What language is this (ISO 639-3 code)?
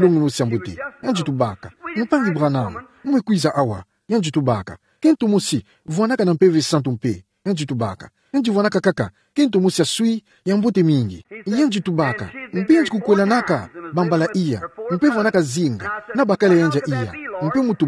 ktu